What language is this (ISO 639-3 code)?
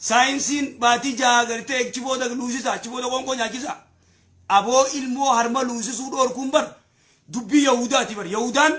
orm